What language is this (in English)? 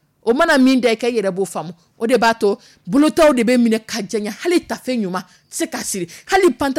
Dyula